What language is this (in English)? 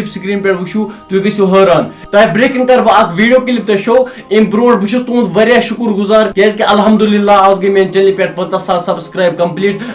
Kashmiri